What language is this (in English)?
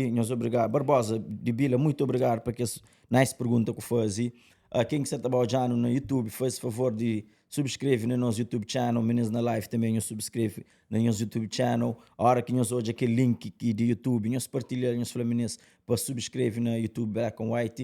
Kabuverdianu